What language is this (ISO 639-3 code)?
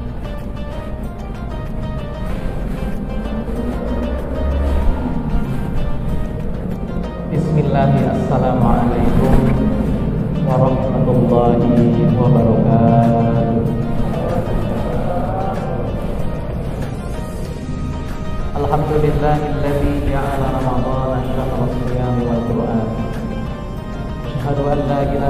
ind